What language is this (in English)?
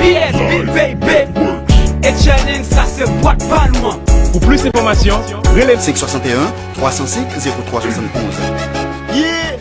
Haitian Creole